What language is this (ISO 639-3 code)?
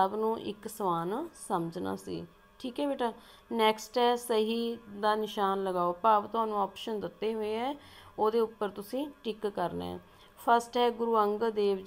pan